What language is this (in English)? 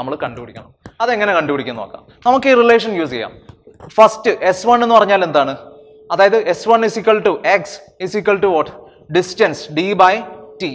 Malayalam